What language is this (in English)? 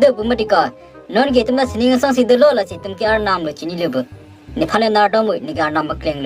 Karbi